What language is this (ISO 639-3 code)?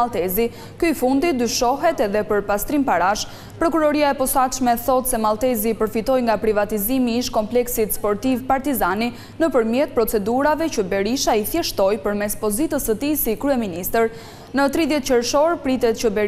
sqi